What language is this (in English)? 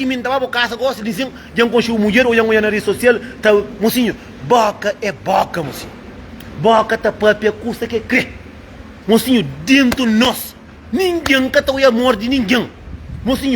Kabuverdianu